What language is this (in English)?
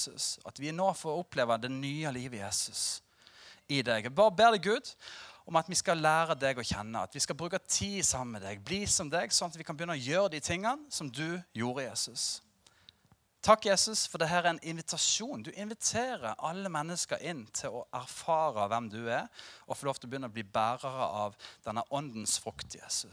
Norwegian